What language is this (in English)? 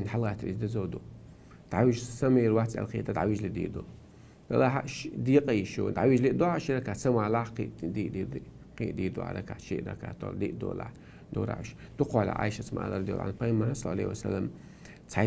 Chechen